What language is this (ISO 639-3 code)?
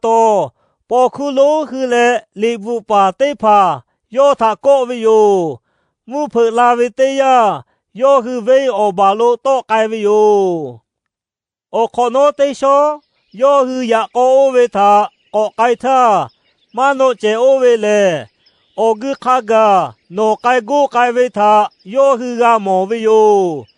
lhu